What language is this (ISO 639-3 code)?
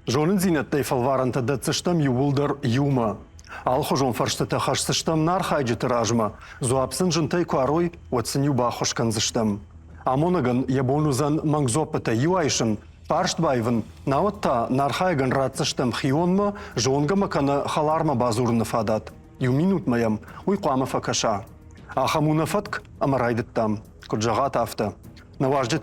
oss